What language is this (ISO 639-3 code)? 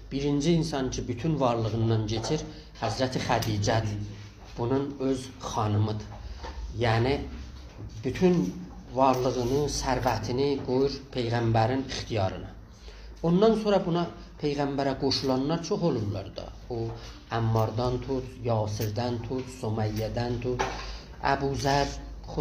azb